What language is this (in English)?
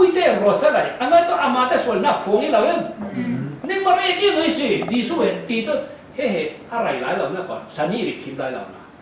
Falam Chin